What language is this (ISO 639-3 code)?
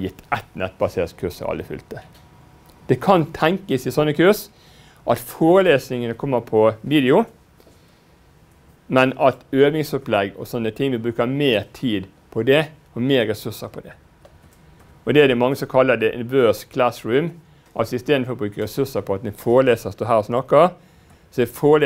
nor